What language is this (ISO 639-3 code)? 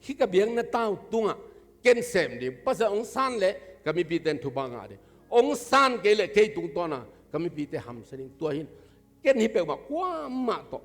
ctd